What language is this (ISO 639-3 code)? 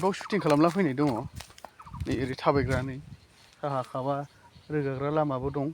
brx